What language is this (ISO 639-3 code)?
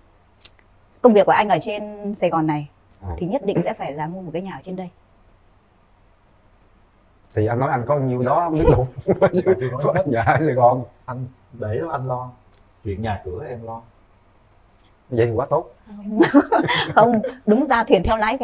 vie